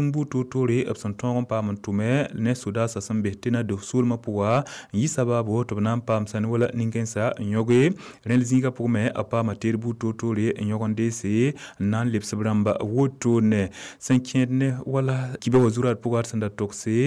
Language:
Mossi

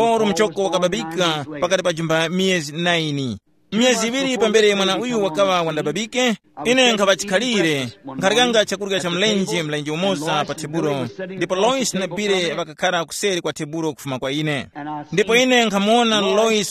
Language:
Tumbuka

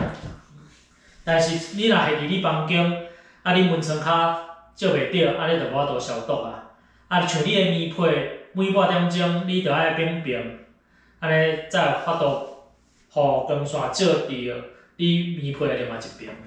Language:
Min Nan Chinese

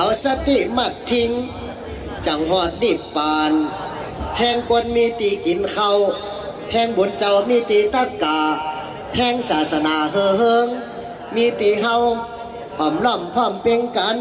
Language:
Shan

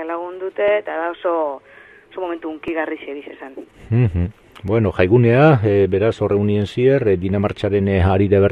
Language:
Basque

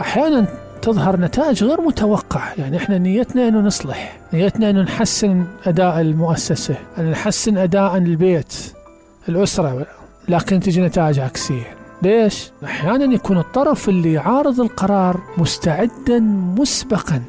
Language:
Mesopotamian Arabic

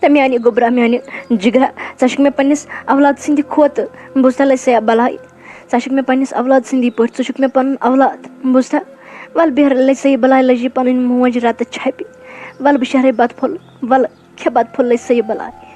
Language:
Kashmiri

